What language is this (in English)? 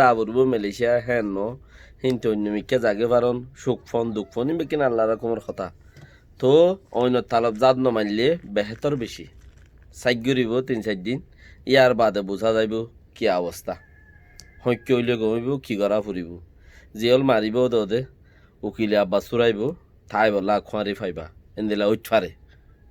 Rohingya